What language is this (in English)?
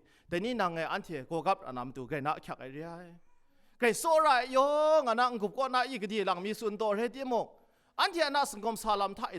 Kachin